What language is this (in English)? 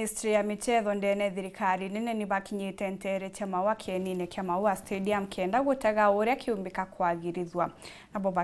Meru